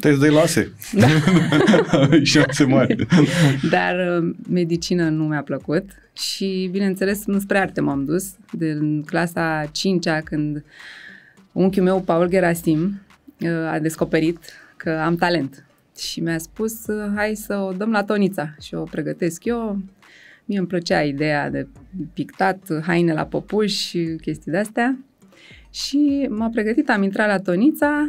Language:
Romanian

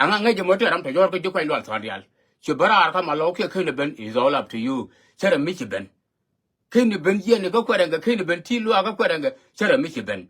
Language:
Nuer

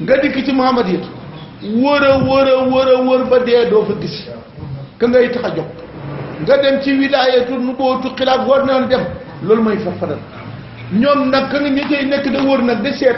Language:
Wolof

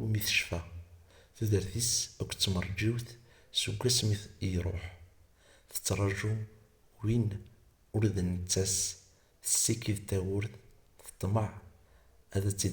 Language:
Kabyle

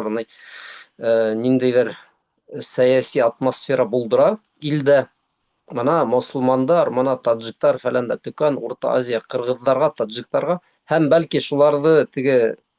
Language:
Bashkir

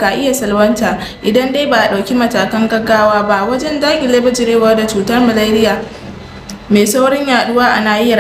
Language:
Hausa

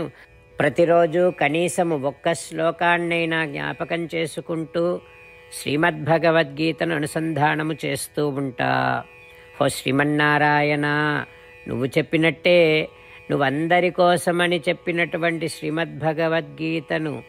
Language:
Telugu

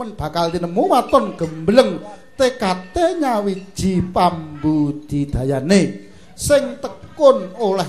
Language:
Javanese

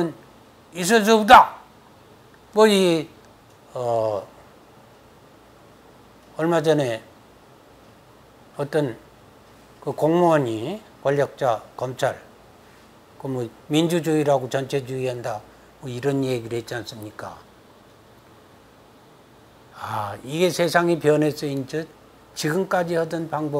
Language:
Korean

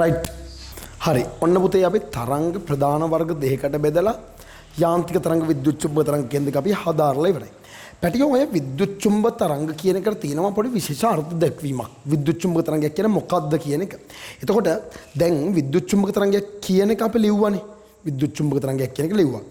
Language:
Sinhala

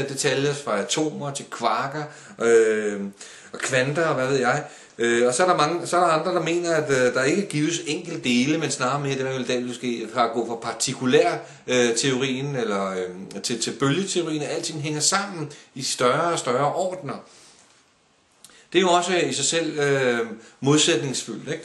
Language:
Danish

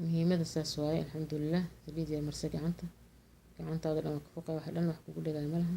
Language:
Somali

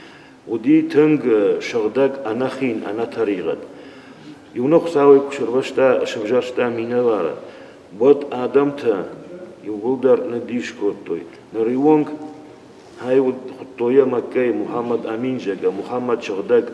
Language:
Ossetic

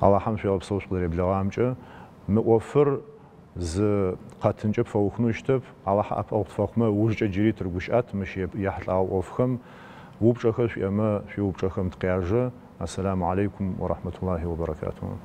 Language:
Adyghe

